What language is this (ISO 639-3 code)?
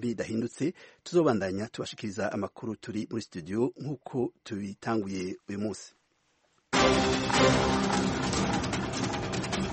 kin